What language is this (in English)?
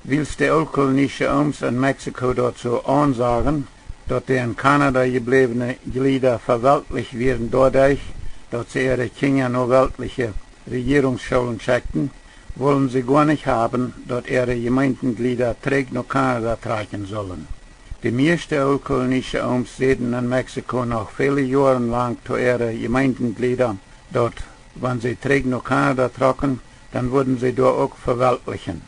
Plautdietsch